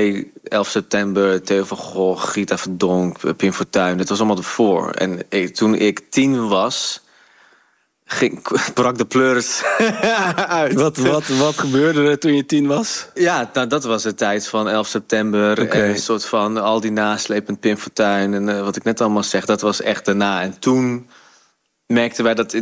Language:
Dutch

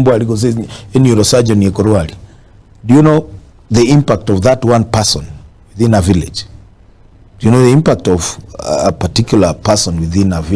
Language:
Gusii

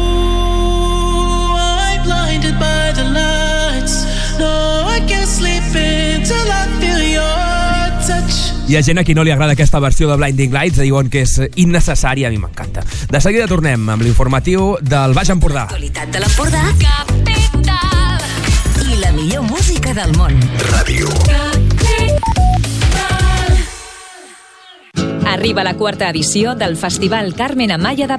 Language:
Catalan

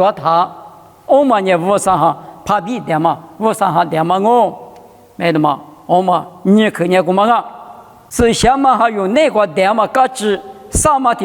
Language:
Lisu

